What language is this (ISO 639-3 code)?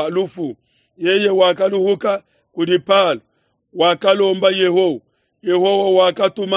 lua